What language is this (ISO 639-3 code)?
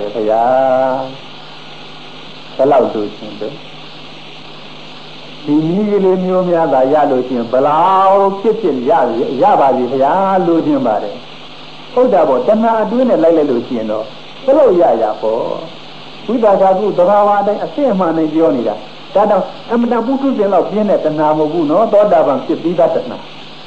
mya